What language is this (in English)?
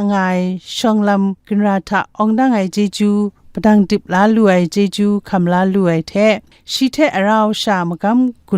Kachin